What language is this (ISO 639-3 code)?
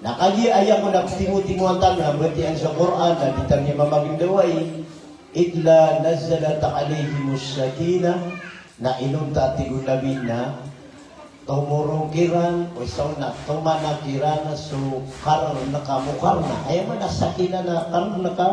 mrw